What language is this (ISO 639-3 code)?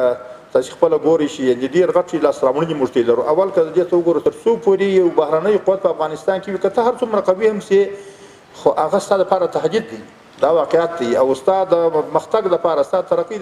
pus